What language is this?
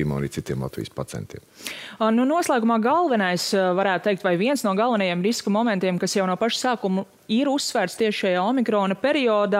Latvian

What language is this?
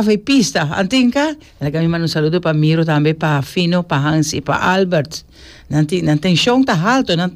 Papiamento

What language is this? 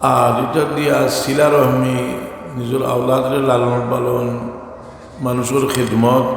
Sylheti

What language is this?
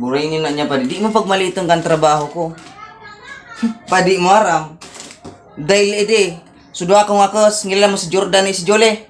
Bikol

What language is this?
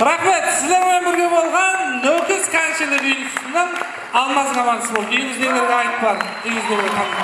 Kara-Kalpak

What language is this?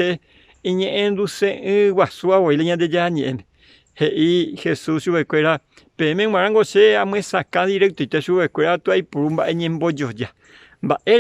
Guarani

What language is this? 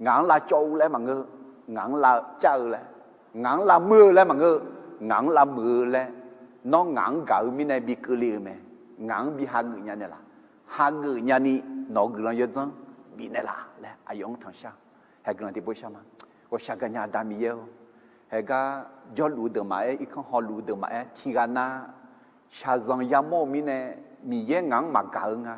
Akha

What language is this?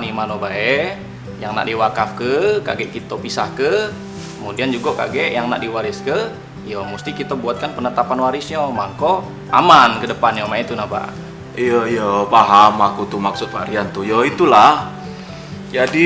Musi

